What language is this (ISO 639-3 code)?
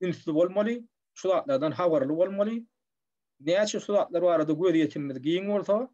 tuk